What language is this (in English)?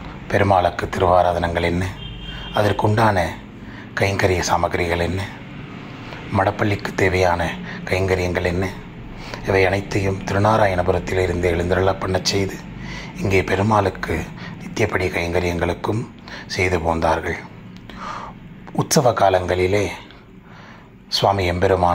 Tamil